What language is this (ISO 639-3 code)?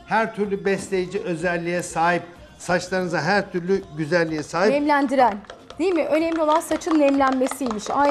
tur